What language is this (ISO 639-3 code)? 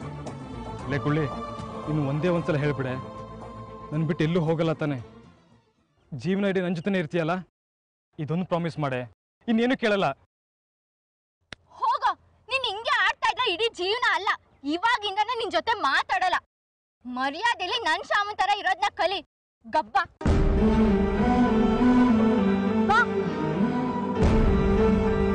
kan